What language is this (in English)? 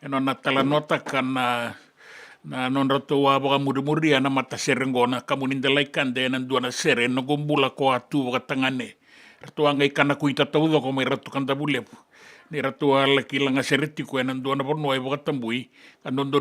Fijian